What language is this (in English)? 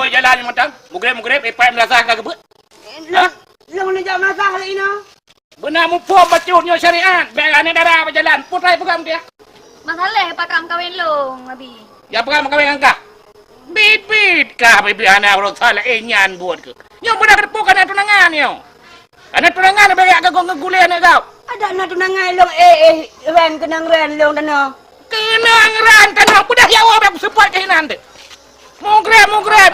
Achinese